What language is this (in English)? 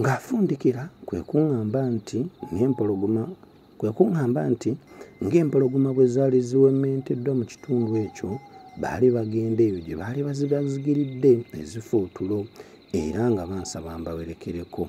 Ganda